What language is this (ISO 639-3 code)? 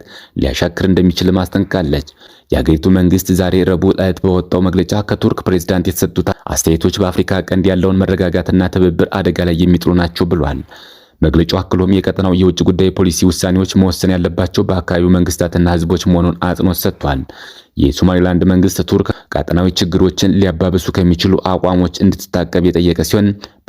amh